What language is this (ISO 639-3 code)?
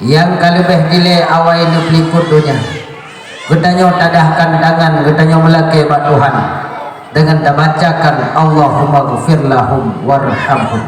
ace